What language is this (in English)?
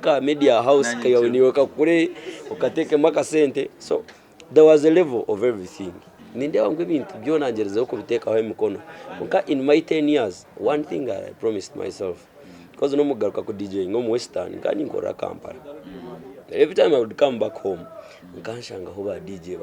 Nyankole